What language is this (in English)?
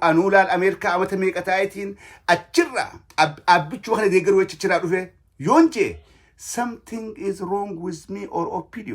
Oromo